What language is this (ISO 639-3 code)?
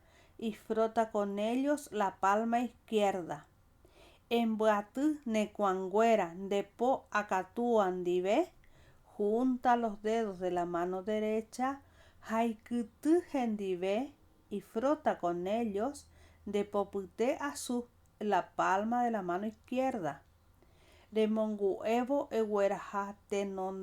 grn